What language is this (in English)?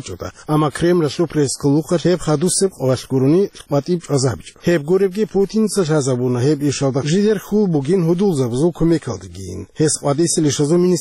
Avaric